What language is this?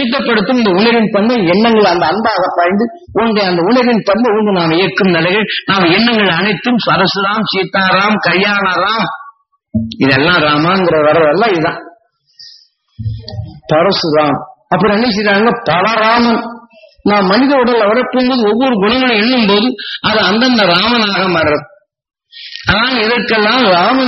Tamil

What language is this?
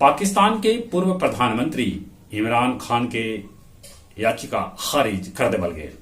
Magahi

